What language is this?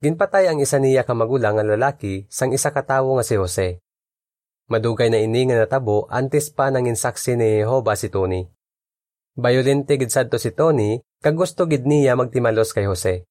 Hiligaynon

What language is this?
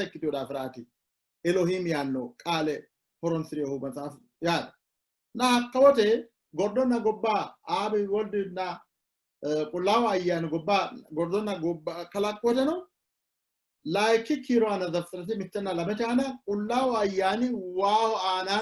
Sidamo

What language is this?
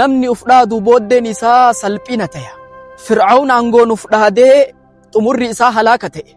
Oromo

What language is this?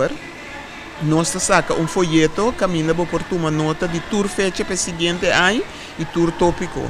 Papiamento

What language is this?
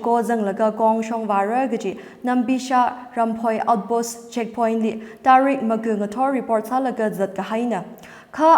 Tangkhul Naga (India)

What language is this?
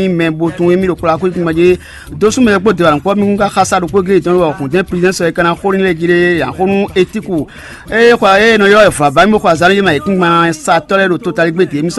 Fon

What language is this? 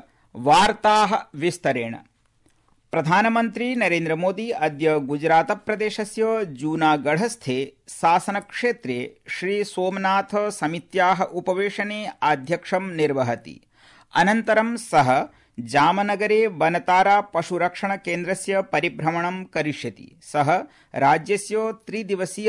Sanskrit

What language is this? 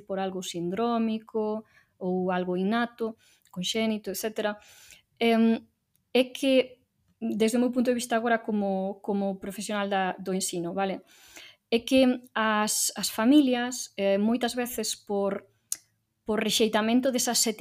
Galician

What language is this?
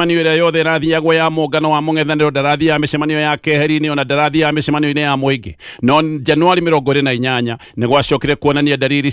Kikuyu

